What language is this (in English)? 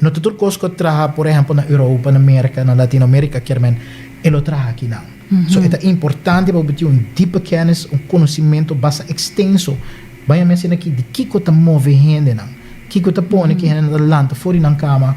Papiamento